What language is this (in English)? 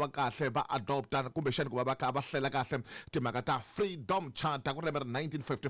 Tsonga